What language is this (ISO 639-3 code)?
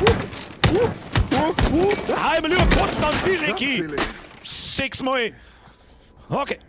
bar